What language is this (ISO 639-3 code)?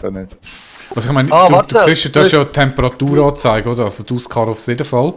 gsw